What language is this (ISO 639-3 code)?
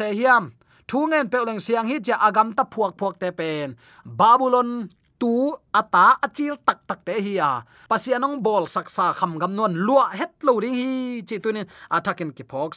ctd